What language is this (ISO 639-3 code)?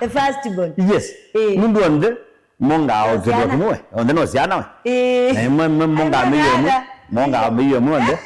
kam